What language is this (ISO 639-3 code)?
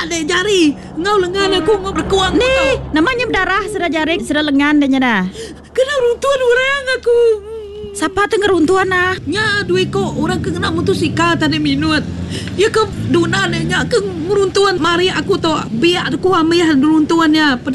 iba